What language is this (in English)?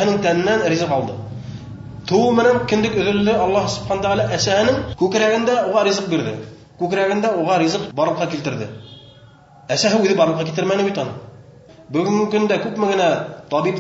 Bashkir